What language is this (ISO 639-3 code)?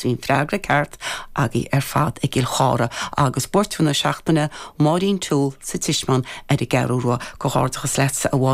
gle